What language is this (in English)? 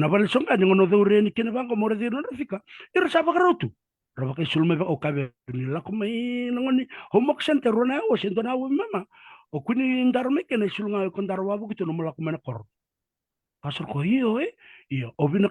Fijian